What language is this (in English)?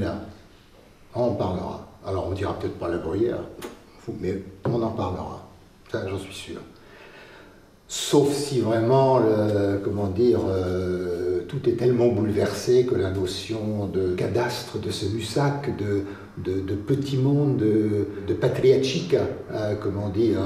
French